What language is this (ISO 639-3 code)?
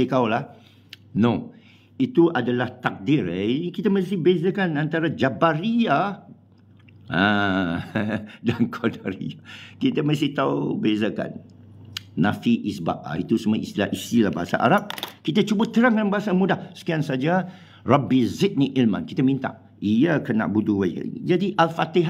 msa